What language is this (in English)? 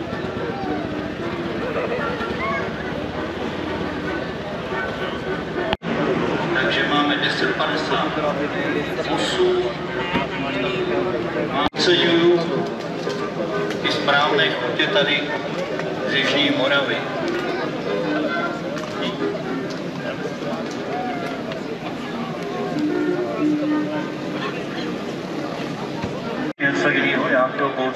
Czech